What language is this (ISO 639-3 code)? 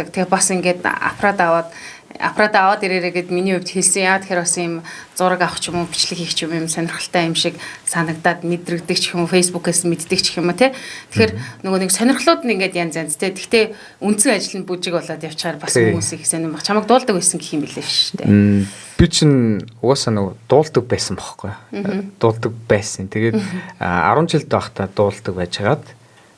mon